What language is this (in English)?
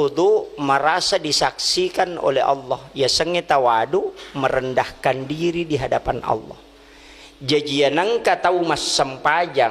Buginese